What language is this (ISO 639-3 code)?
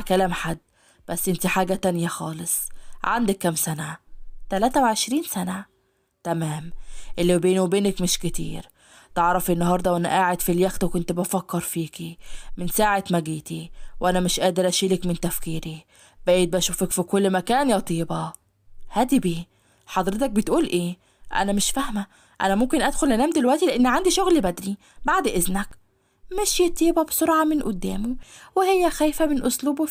arz